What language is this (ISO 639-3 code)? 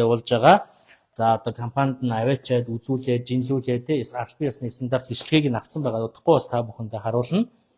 mon